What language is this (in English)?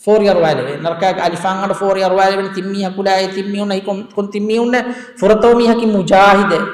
Divehi